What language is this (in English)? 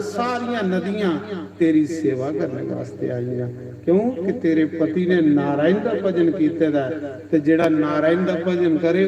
Dogri